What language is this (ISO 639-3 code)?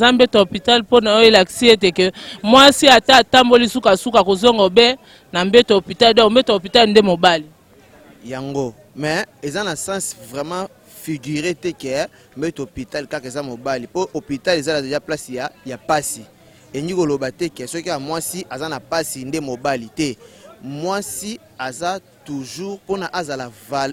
lin